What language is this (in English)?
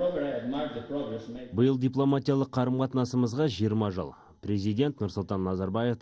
Kazakh